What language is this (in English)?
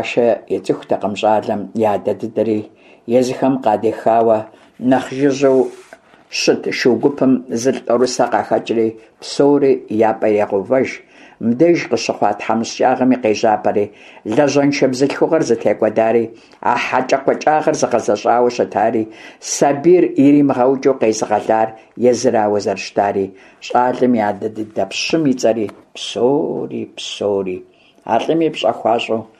Kabardian